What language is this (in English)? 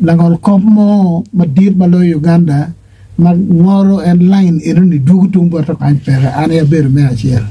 Acoli